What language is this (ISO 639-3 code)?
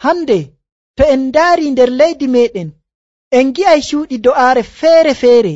fuv